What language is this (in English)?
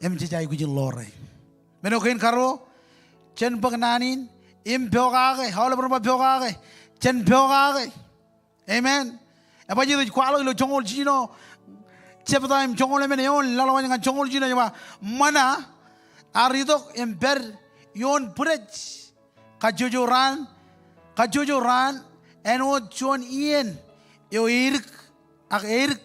Marshallese